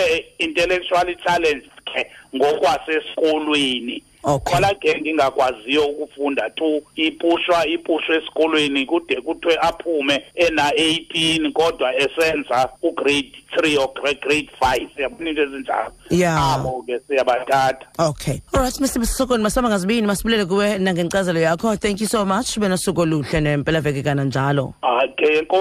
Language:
Xhosa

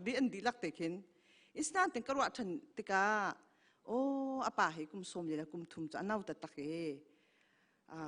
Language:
Hakha Chin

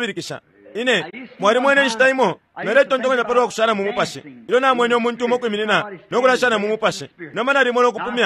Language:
Bemba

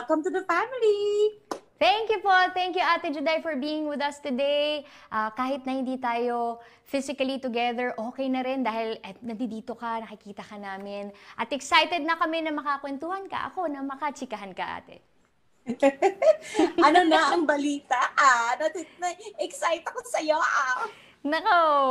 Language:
Filipino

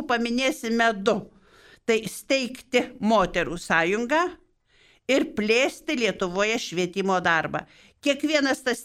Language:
Lithuanian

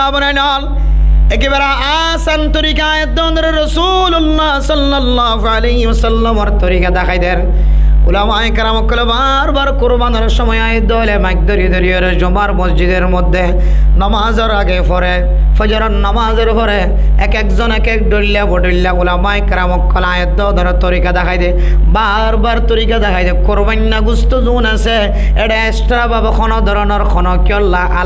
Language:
Rohingya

